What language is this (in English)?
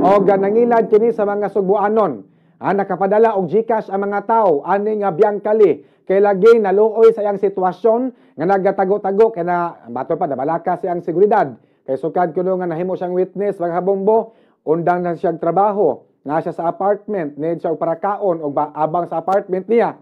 Cebuano